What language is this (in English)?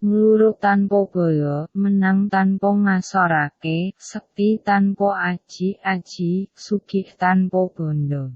Javanese